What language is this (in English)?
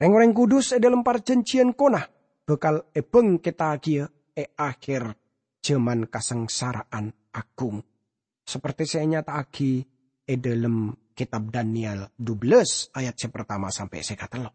Madurese